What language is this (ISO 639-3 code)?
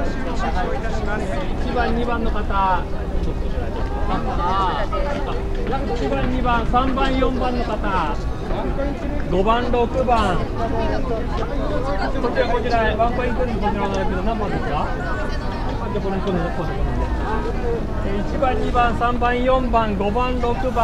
jpn